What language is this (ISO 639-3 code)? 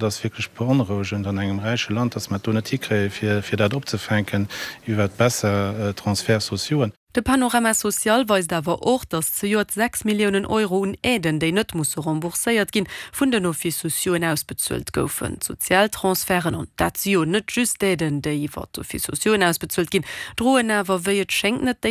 ltz